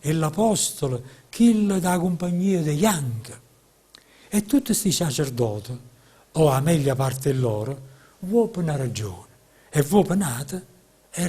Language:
Neapolitan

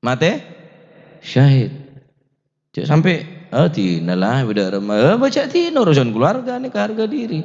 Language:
Madurese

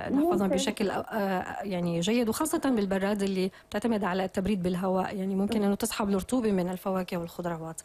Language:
North Levantine Arabic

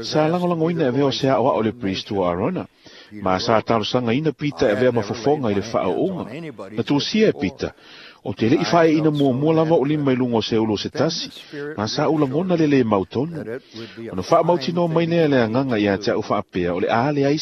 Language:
Samoan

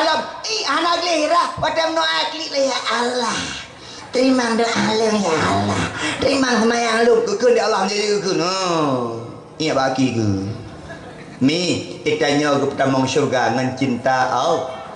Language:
Achinese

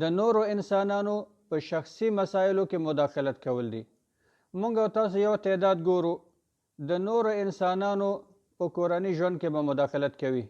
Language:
Pashto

